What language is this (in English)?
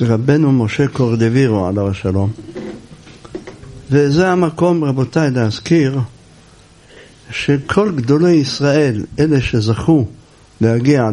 Hebrew